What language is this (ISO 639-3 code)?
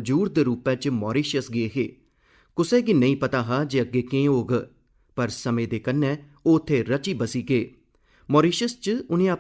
doi